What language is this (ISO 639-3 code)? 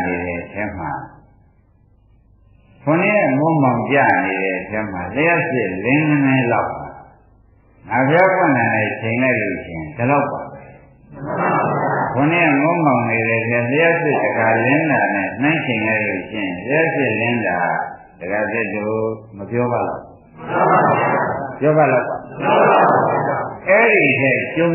mya